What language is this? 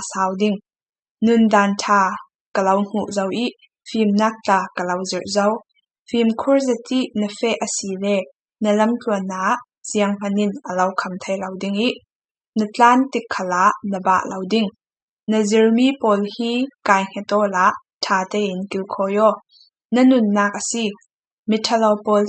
Falam Chin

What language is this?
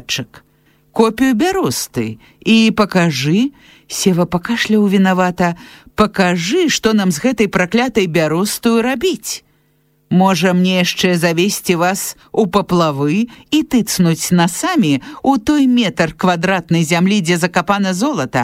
Belarusian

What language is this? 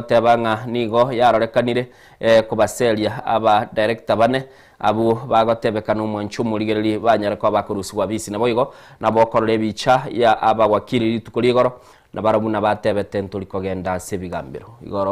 Gusii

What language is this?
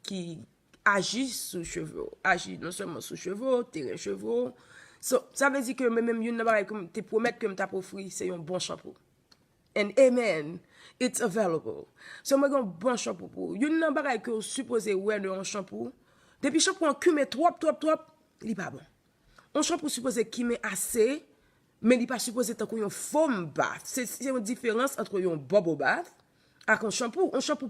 Haitian Creole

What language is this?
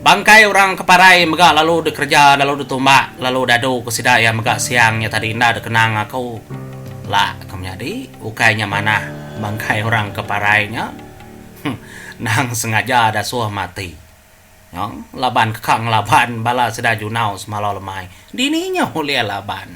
Iban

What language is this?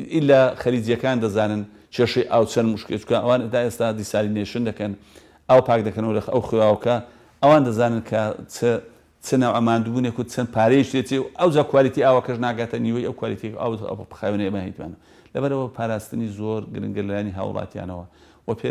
Central Kurdish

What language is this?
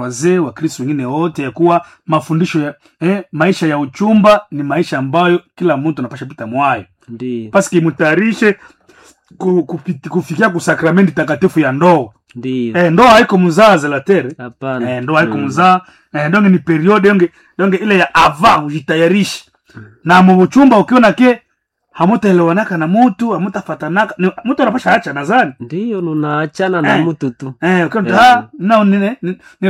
Swahili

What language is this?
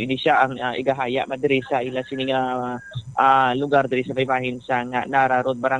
Hiligaynon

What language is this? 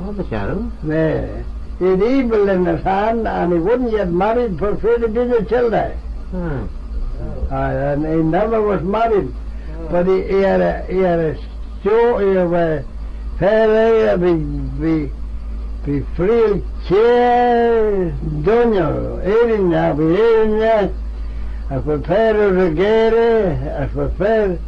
Manx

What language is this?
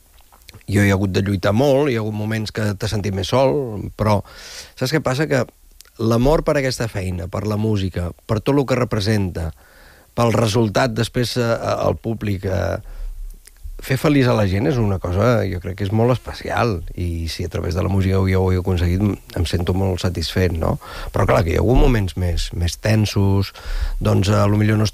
Catalan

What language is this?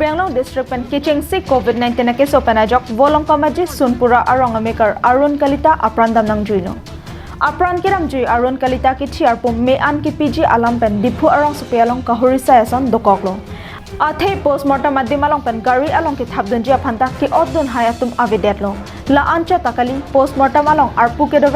Karbi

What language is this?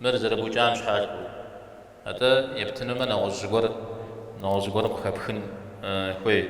Kabardian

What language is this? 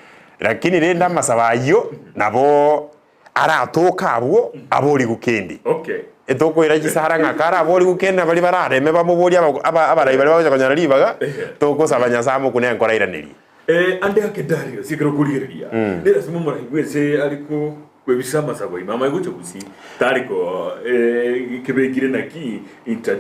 Gusii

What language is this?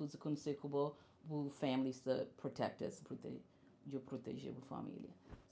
Kabuverdianu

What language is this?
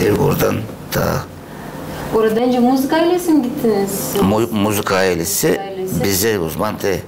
Gagauz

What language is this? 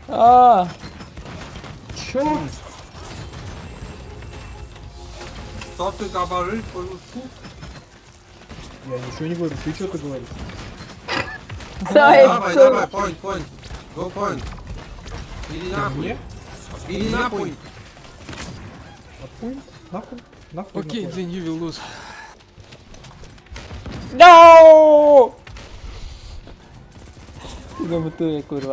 Polish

